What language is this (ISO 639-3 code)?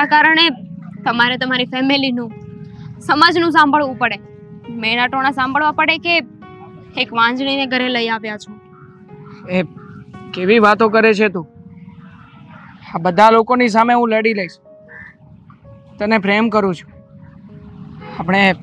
guj